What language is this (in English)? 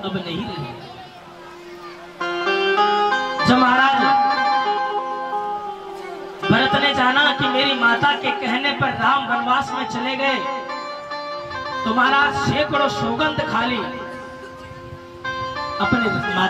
Hindi